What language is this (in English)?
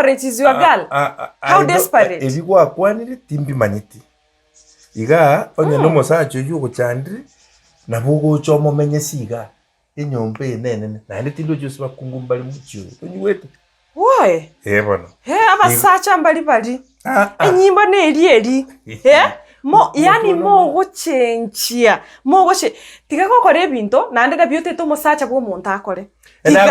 Gusii